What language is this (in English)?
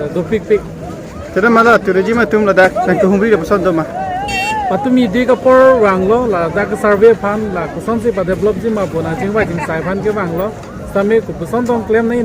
Karbi